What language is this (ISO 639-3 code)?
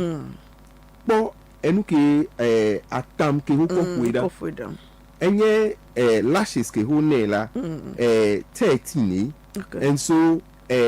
ewe